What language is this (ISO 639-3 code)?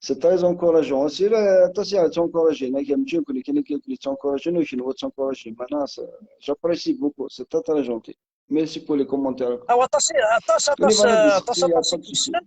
kab